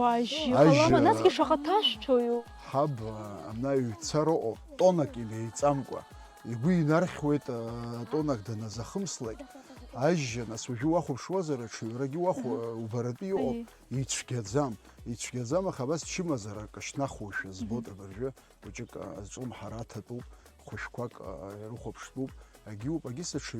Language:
Abkhazian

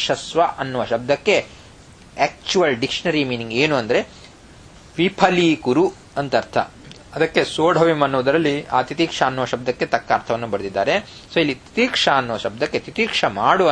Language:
Kannada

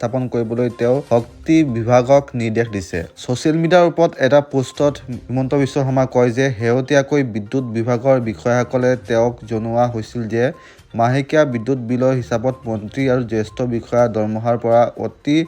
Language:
Assamese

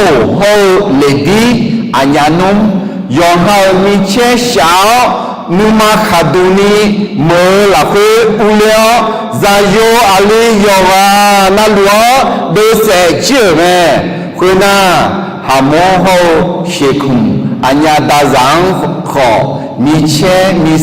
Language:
Akha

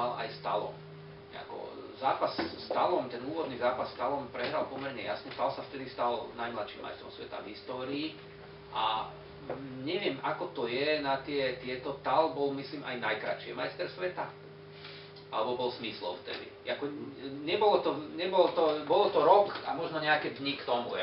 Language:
Slovak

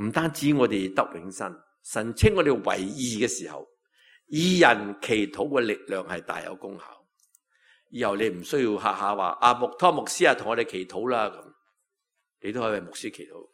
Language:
Cantonese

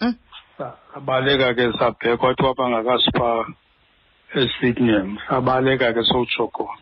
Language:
Xhosa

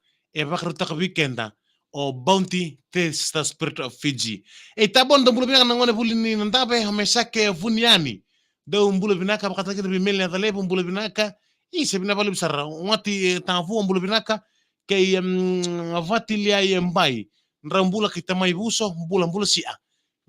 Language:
Fijian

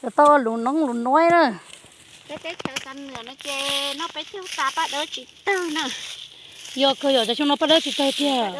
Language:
Hmong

